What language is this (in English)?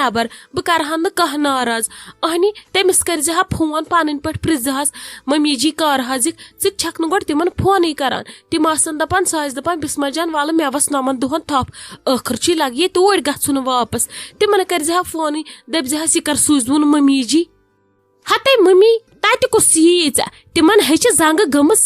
Kashmiri